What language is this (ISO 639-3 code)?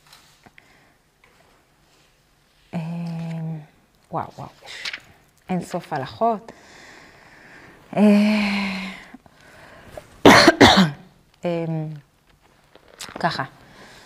heb